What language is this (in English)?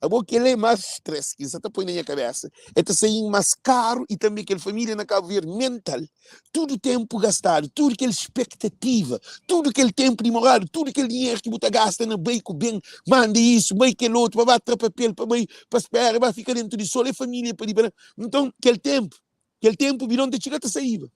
Kabuverdianu